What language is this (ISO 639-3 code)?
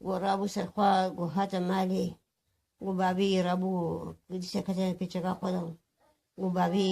kur